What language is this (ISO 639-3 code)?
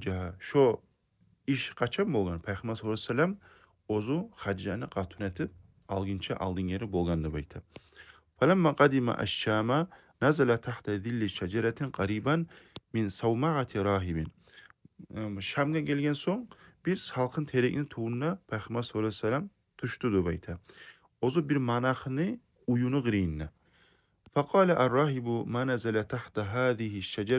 kum